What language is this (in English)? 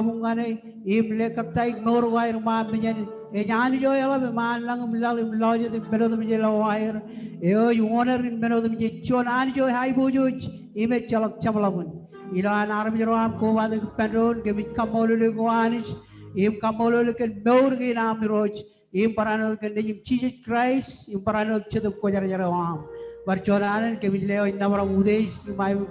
Marshallese